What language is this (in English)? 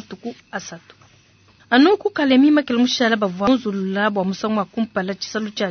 Luba-Lulua